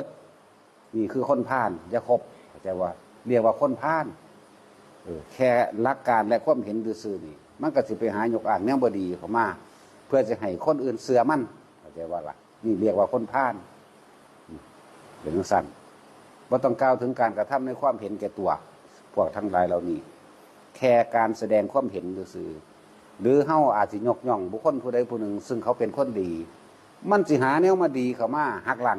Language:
Northeastern Thai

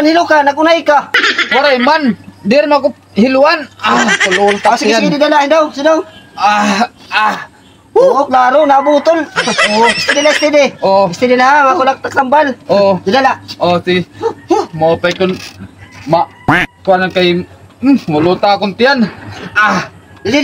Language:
Waray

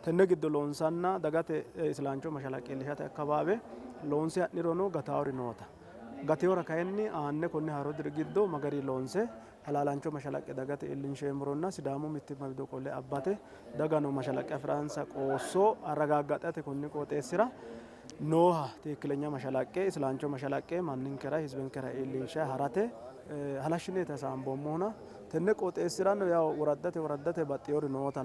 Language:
Sidamo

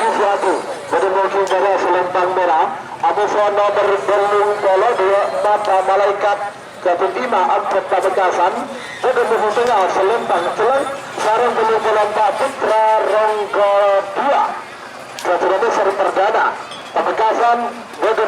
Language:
Madurese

